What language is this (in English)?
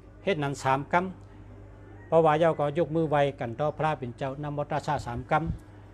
Shan